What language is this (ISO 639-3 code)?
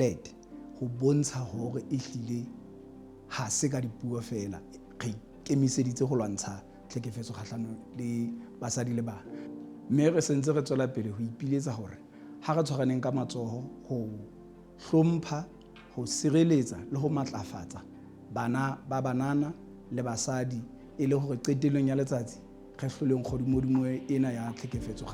sot